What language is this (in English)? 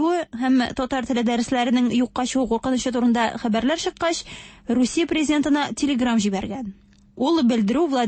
Tatar